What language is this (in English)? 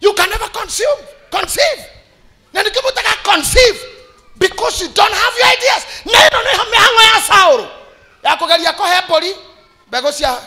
Kikuyu